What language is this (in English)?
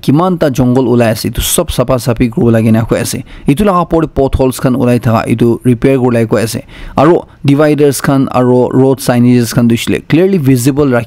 Naga Pidgin